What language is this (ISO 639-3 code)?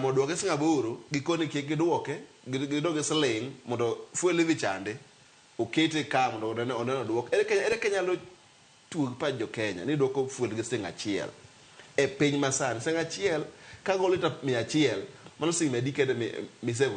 luo